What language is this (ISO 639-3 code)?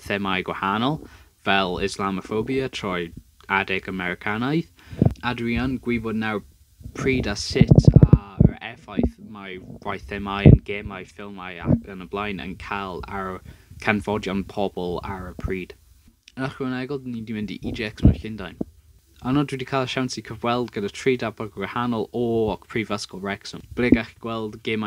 cym